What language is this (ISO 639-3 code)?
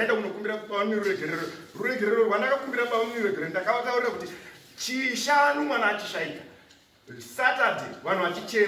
sna